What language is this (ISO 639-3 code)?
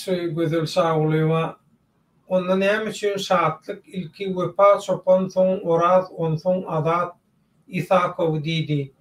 tuk